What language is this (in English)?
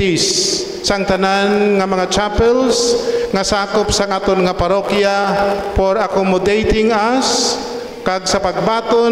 Hiligaynon